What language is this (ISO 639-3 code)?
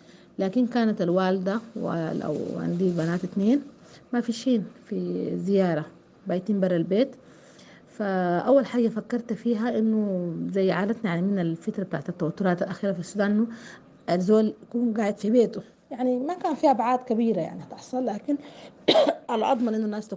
apd